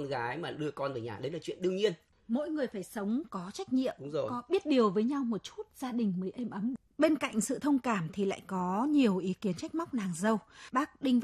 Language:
Vietnamese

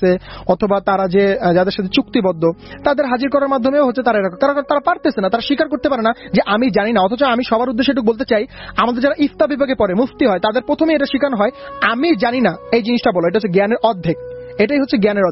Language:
Bangla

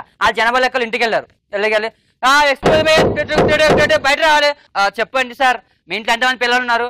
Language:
Telugu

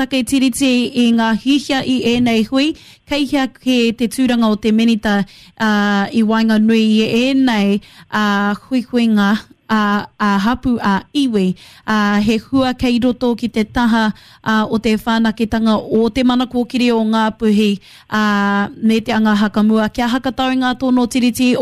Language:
Māori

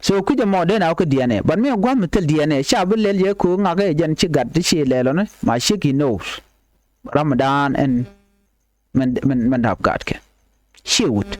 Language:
Nuer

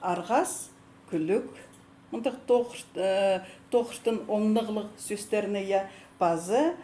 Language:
Khakas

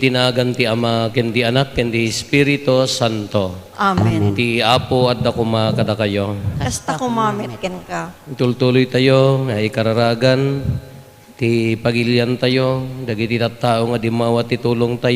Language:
Iloko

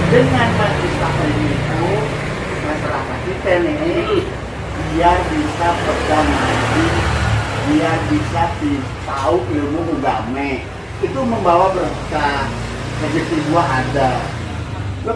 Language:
Betawi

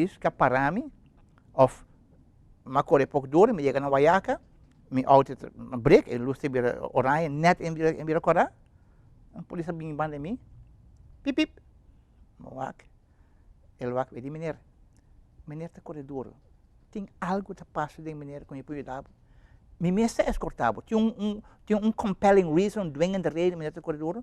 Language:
Papiamento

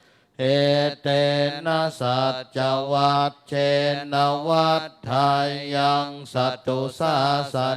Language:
Pali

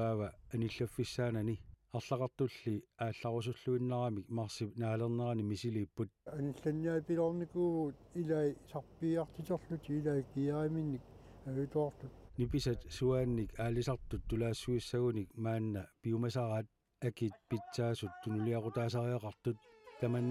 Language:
Kalaallisut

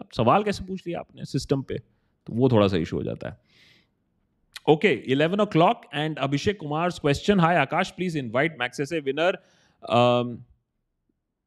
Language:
Hindi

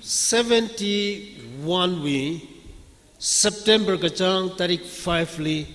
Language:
Tangkhul Naga (India)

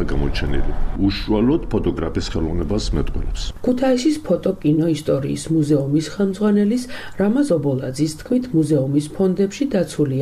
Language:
Georgian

